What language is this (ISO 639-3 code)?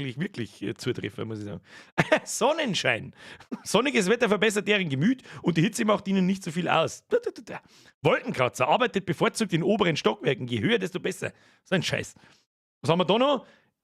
bar